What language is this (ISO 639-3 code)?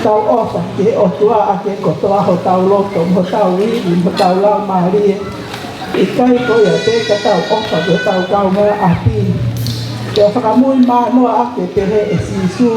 ton